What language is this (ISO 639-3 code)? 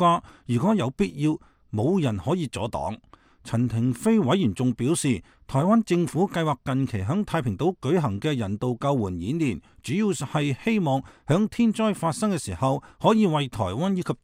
yue